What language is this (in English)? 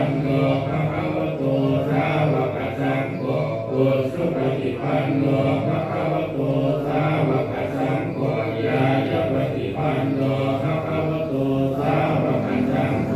Pali